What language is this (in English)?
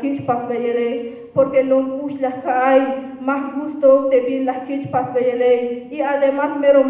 Tzeltal